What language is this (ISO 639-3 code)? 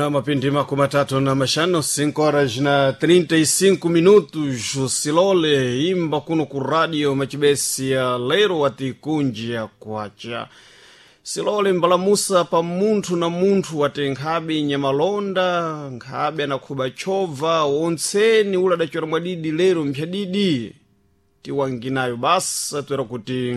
seh